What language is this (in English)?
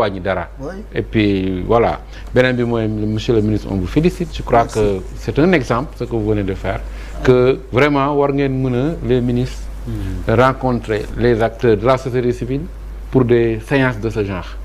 Wolof